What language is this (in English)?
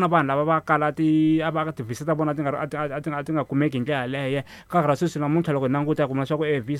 Tsonga